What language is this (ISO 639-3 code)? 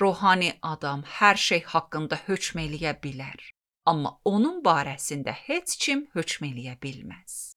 aze